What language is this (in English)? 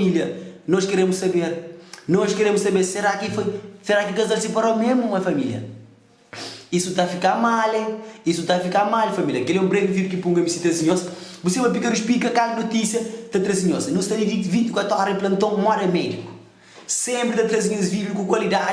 Kabuverdianu